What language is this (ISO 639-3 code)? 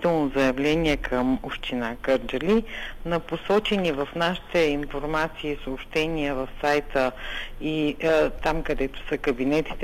bul